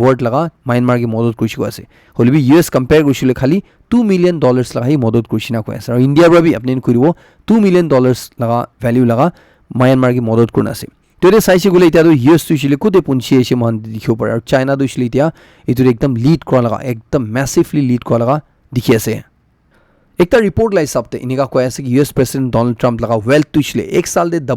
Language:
Naga Pidgin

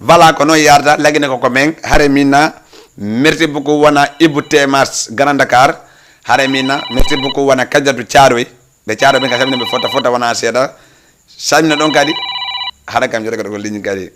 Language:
Fula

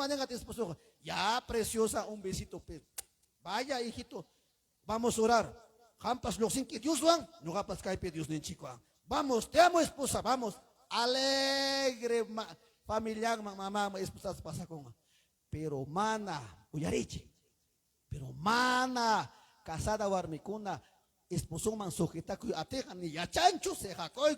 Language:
Ayacucho Quechua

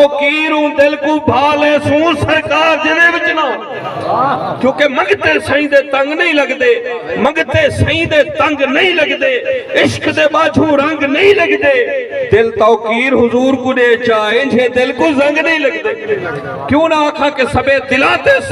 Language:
Saraiki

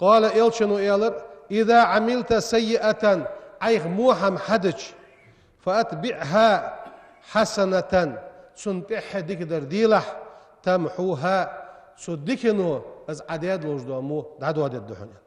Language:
Ingush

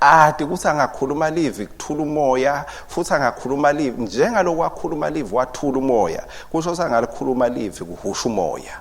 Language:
Swati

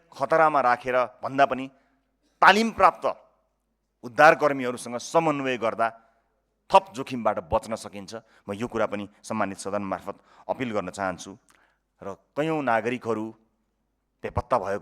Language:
Nepali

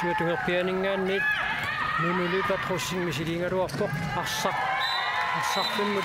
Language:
Kalaallisut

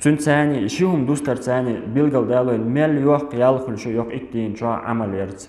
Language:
Chechen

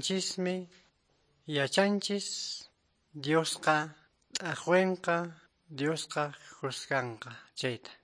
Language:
Quechua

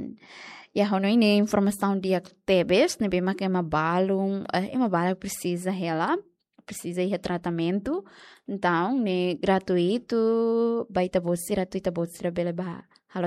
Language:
Tetum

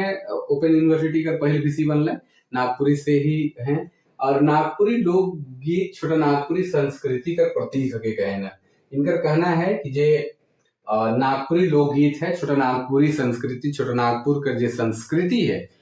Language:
Sadri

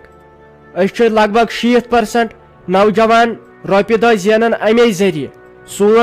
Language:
Kashmiri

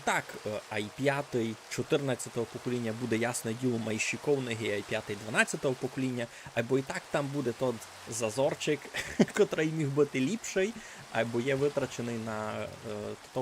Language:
Rusyn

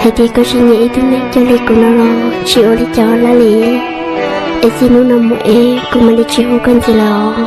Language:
Hmong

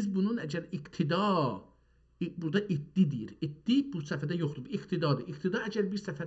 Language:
South Azerbaijani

